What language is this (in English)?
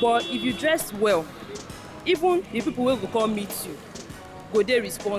Nigerian Pidgin